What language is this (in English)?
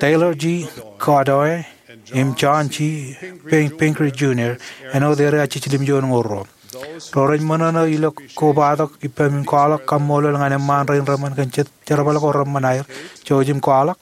Marshallese